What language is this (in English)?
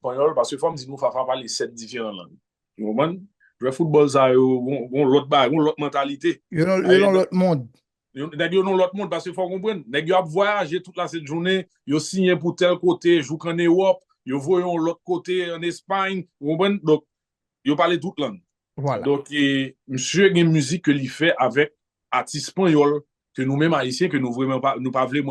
Haitian Creole